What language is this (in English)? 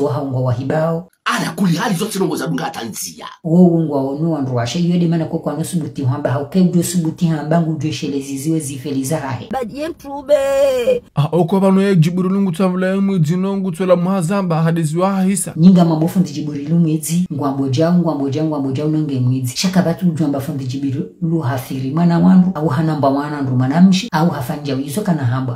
Ngazidja Comorian